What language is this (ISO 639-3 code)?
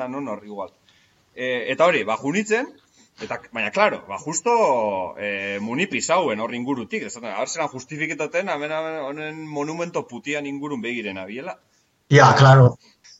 eus